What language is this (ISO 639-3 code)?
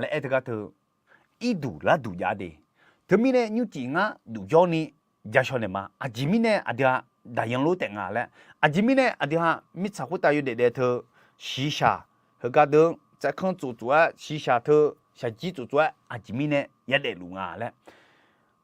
ahk